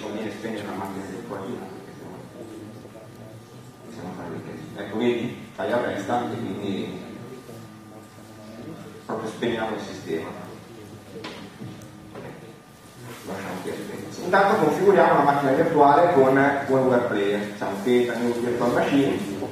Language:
Italian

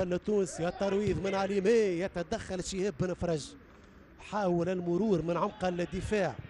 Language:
Tunisian Arabic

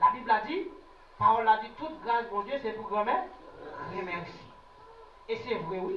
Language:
Haitian Creole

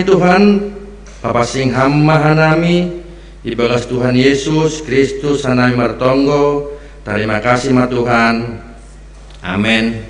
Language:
Batak Simalungun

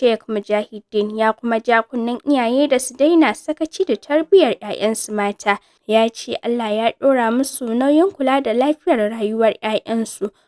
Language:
Hausa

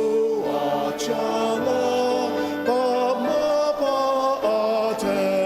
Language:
Ao Naga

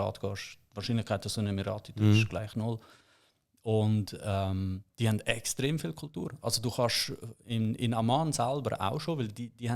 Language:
Swiss German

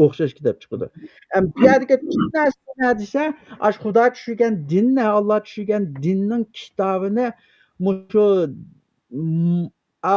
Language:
Uyghur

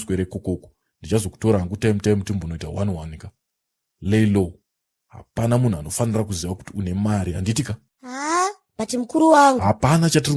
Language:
Shona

